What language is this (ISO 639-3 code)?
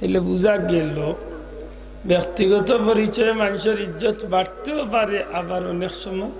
syl